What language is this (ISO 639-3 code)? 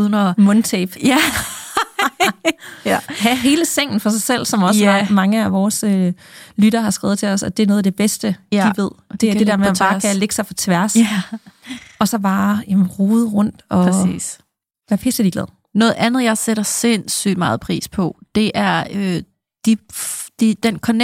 dan